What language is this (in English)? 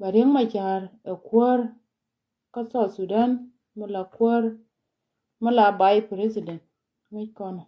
Nuer